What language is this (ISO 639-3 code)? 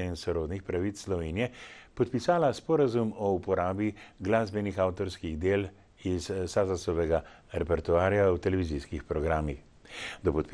slv